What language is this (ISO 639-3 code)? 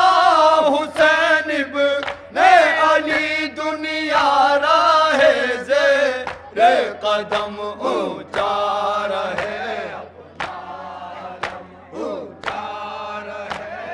urd